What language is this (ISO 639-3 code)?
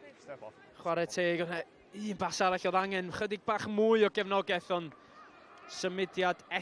cym